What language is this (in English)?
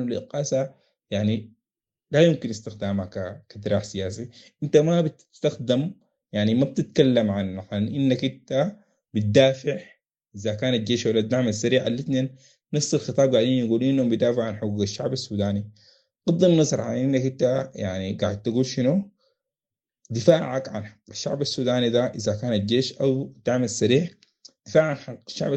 Sudanese Arabic